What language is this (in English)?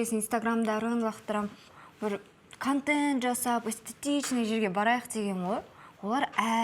Kazakh